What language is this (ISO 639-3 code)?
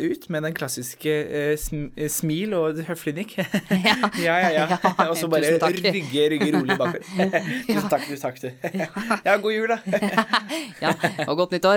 nor